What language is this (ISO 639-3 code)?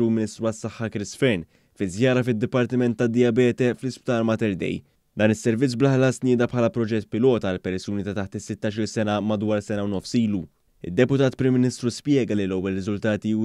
mlt